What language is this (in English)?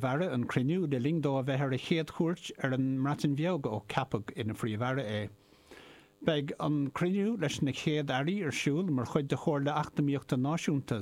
Irish